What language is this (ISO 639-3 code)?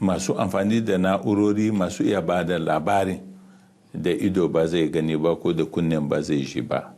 hau